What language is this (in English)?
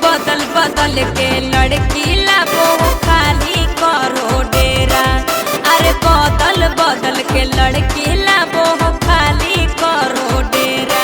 Magahi